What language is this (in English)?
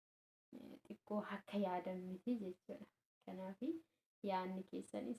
Oromo